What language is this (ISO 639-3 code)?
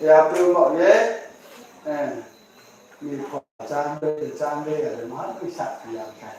ria